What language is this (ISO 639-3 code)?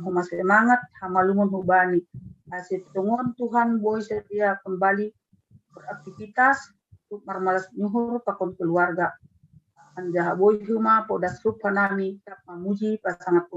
bts